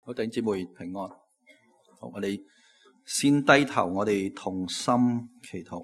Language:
Cantonese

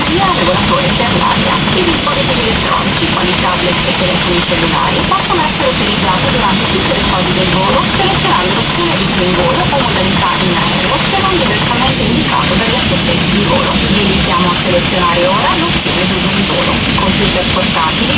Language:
Italian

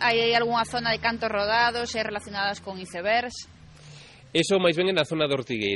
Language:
Galician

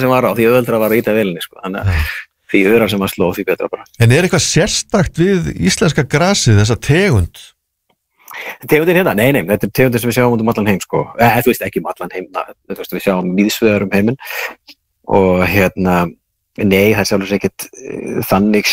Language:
Icelandic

